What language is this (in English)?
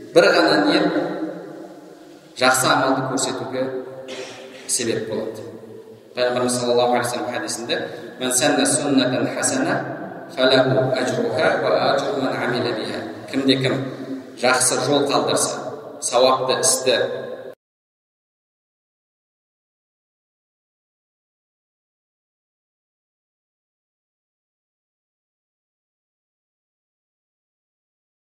Kazakh